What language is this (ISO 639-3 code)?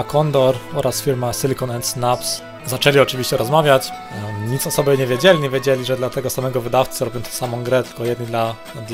pol